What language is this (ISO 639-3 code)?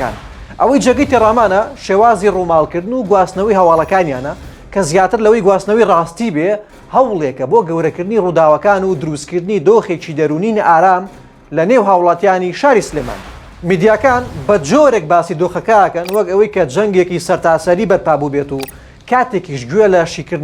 ckb